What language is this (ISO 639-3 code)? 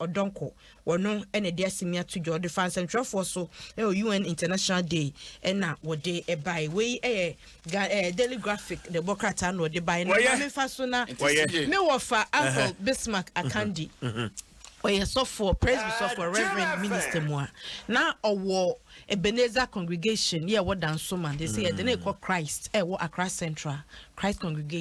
aka